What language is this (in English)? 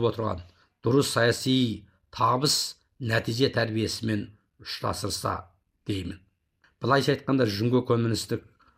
Kazakh